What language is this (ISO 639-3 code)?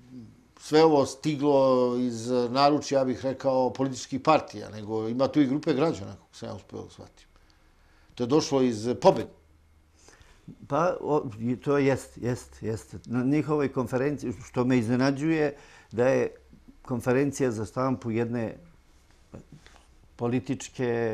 srp